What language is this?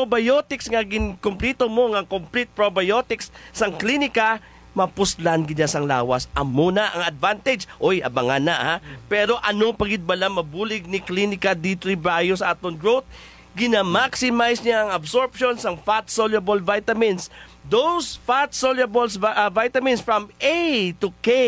Hiligaynon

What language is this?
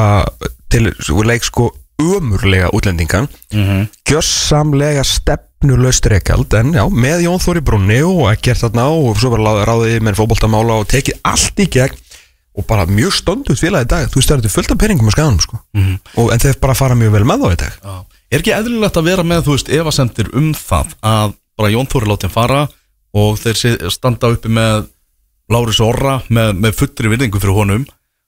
Icelandic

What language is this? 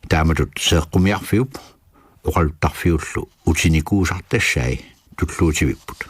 Kalaallisut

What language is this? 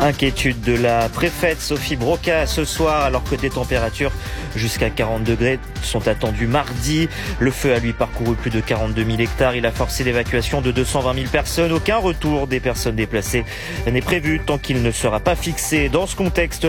French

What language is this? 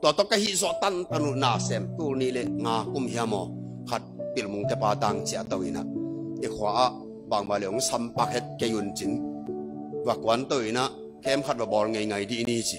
Tedim Chin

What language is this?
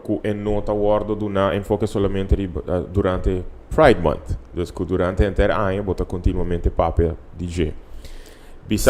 Papiamento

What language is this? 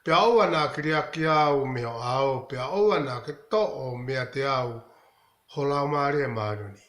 Tongan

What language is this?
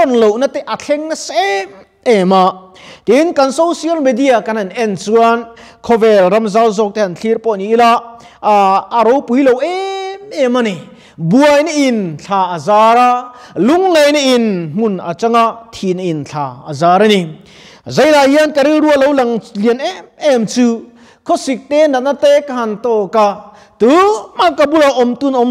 Mizo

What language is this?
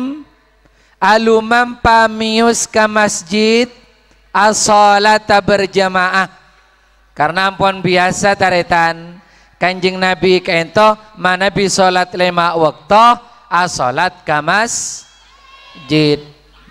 Madurese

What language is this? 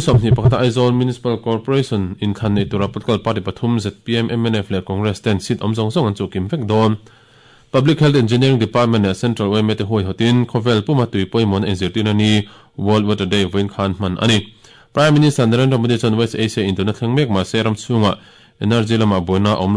Mizo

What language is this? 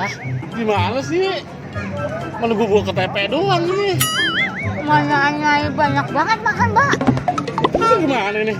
Betawi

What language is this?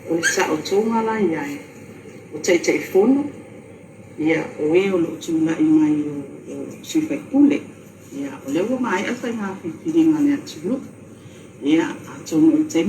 Samoan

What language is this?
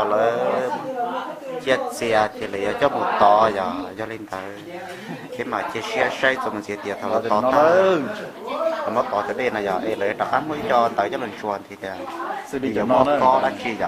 Hmong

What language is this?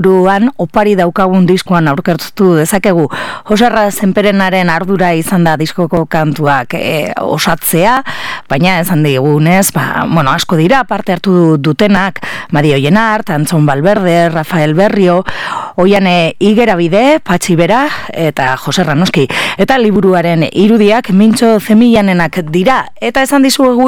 Basque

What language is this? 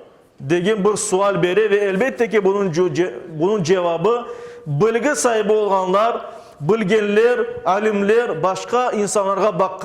Crimean Tatar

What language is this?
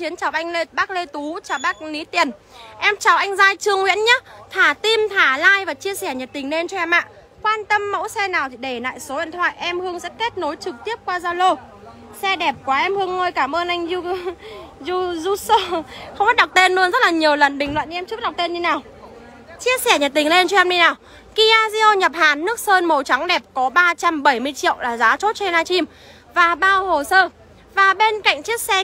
Vietnamese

